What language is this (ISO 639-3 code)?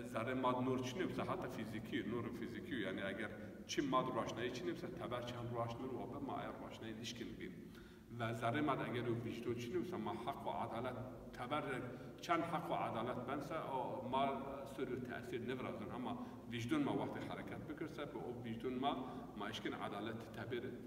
zza